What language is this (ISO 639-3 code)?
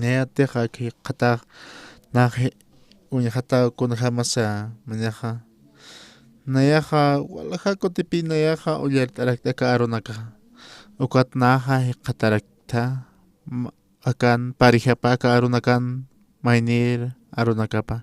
aym